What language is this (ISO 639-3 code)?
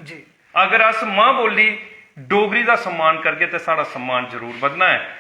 doi